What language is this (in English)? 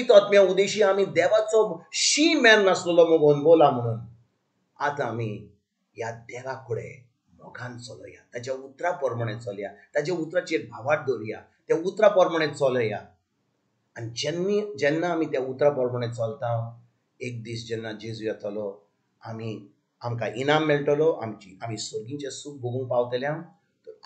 Konkani